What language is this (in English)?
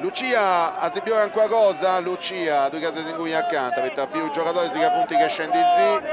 Sardinian